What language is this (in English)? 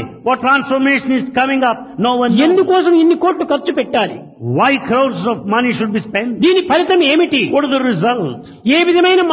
Telugu